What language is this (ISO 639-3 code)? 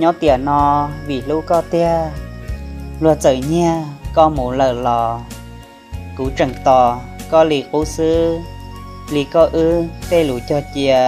hmn